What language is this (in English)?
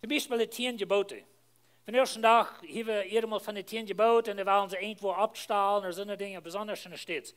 Plautdietsch